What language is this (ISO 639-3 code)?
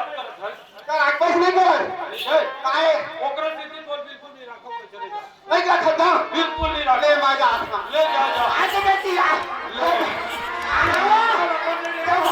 hne